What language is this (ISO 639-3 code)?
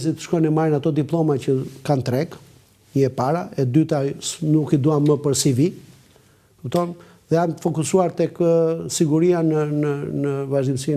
sqi